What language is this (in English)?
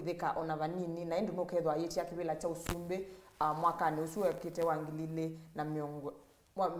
Kamba